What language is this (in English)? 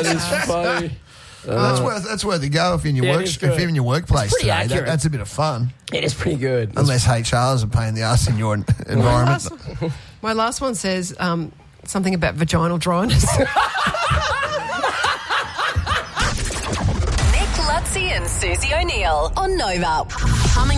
English